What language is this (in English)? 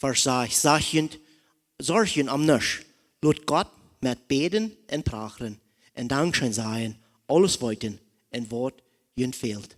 Plautdietsch